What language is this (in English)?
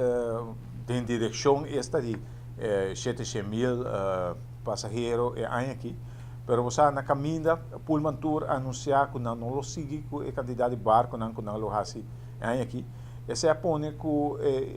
Papiamento